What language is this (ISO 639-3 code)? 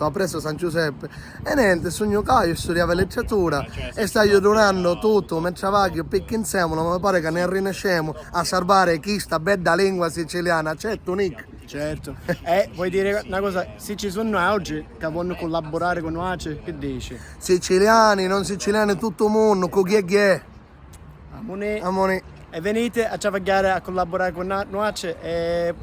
scn